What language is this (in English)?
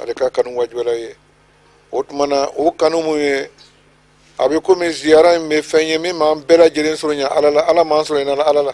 Bambara